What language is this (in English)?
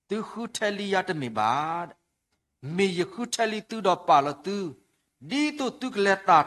S'gaw Karen